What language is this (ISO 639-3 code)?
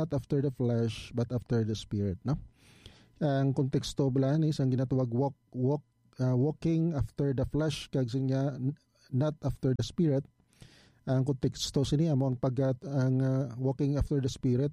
hil